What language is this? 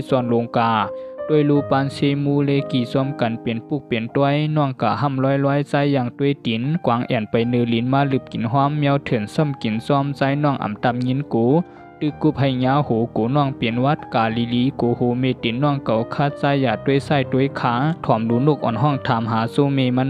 Shan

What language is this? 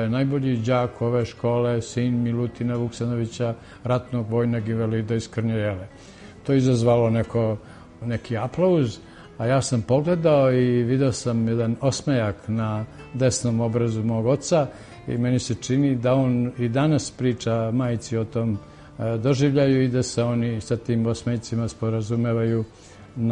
Serbian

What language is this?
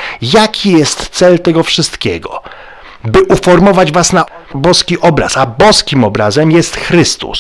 Polish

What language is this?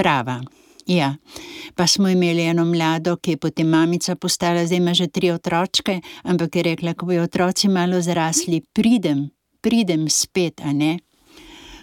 Slovenian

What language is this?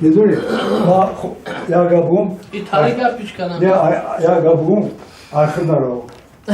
Tajik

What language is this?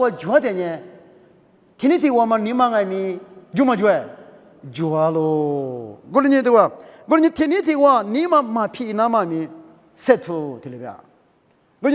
Lisu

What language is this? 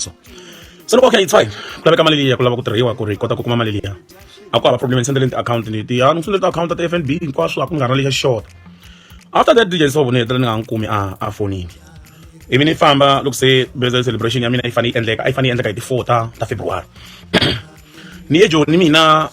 Tsonga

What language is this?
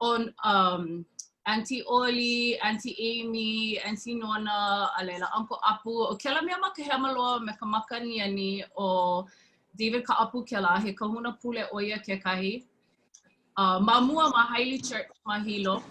Hawaiian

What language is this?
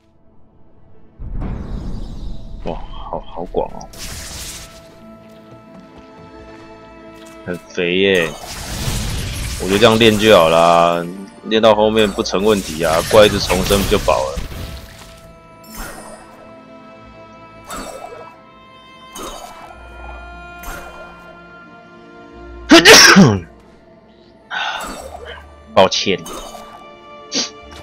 Chinese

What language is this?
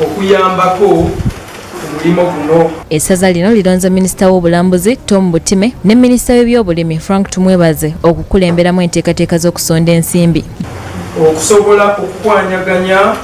Ganda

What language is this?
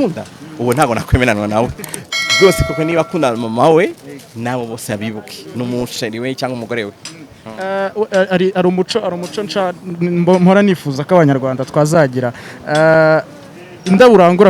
Kinyarwanda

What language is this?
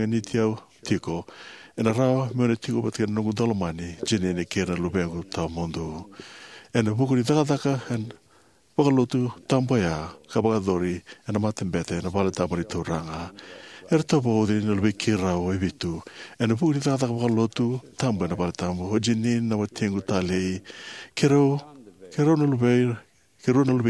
Fijian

